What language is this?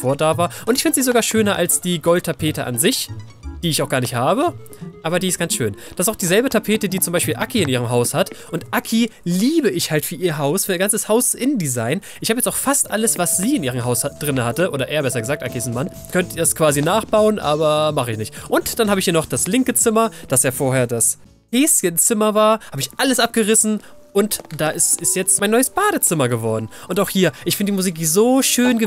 German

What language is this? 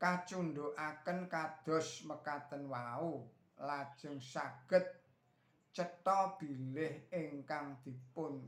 Javanese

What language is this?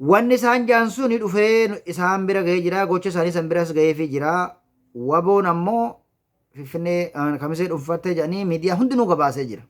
Oromo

